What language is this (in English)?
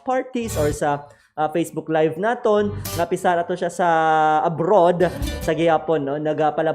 Hiligaynon